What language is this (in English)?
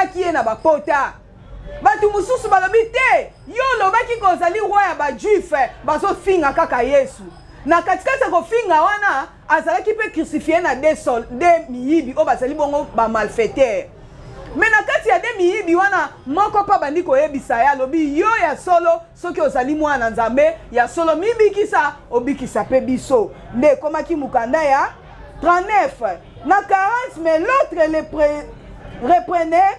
Lingala